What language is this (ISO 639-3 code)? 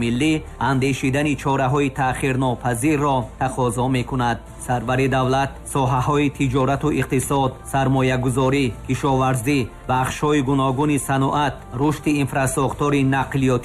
tgk